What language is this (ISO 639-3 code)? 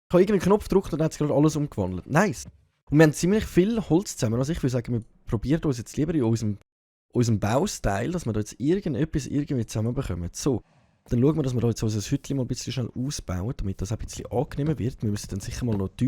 gsw